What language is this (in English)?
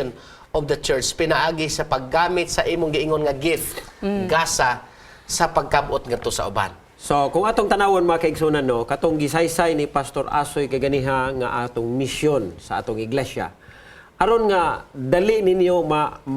Cebuano